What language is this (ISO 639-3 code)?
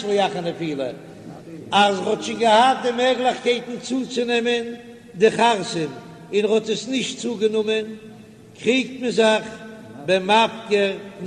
yid